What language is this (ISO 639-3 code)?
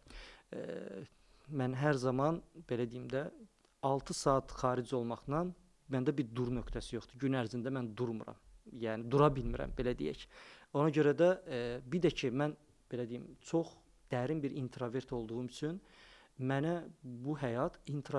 aze